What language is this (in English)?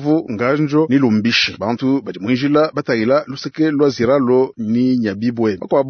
Luba-Lulua